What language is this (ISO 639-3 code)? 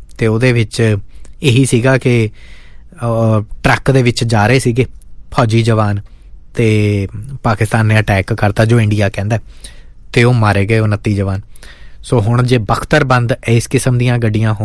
pan